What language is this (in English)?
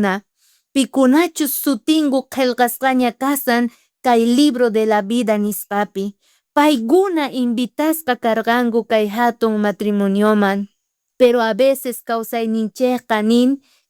South Bolivian Quechua